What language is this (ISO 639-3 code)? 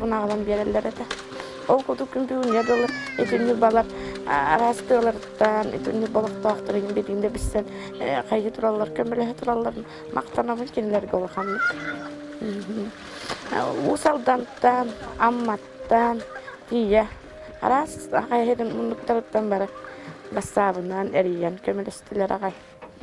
sah